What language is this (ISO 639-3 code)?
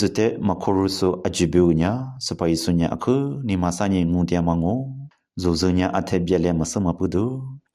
lis